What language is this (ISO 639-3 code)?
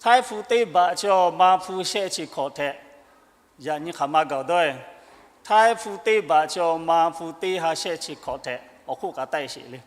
lhu